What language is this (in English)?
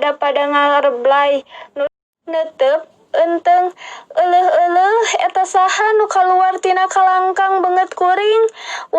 Sundanese